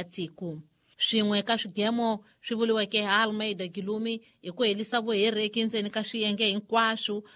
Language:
Tsonga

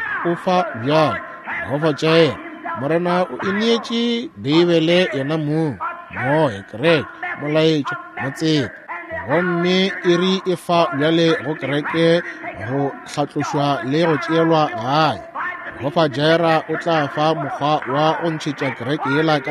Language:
Northern Sotho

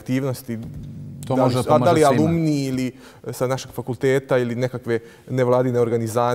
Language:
Bosnian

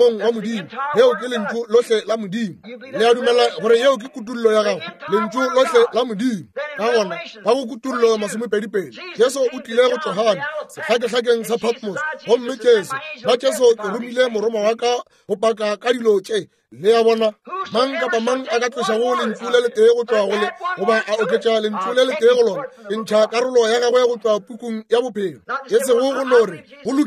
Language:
Northern Sotho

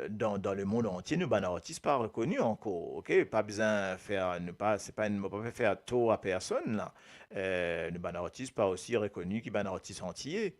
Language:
Morisyen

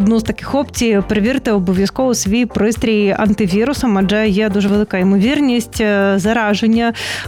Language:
Ukrainian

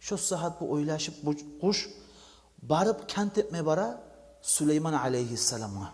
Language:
Kumyk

